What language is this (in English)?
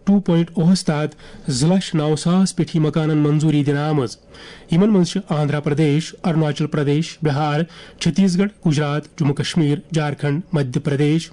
Kashmiri